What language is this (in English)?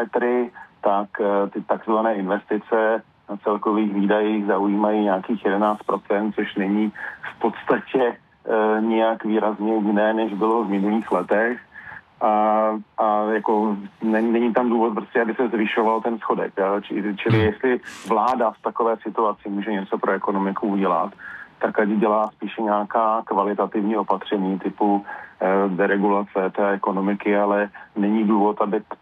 Czech